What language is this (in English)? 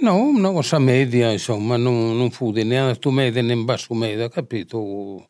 Sardinian